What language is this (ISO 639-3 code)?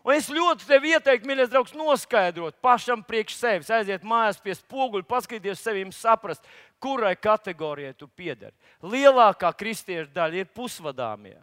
lav